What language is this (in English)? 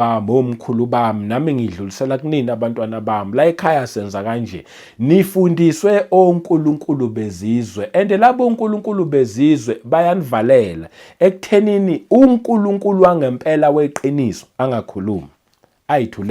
Zulu